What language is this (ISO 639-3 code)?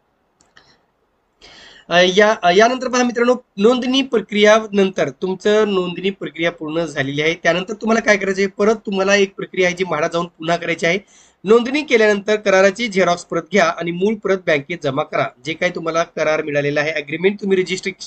mar